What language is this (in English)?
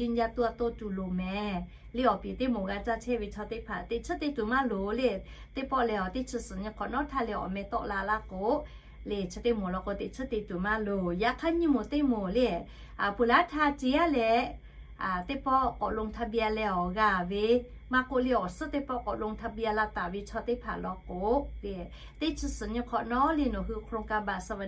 Lahu